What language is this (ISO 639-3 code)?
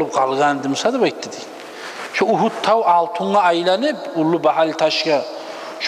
kum